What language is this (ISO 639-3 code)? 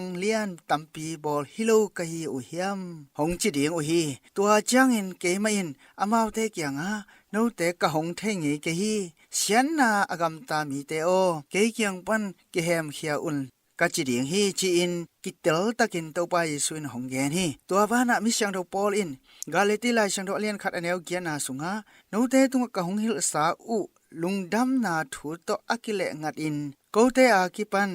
ctd